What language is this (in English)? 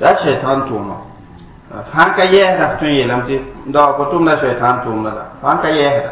Mossi